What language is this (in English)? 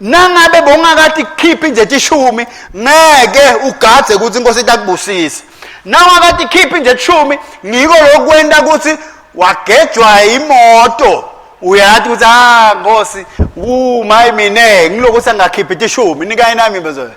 Swati